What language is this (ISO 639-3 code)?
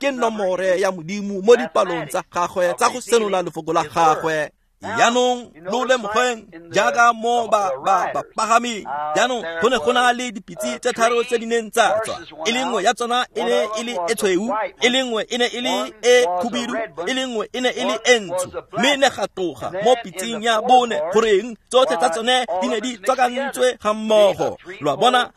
tsn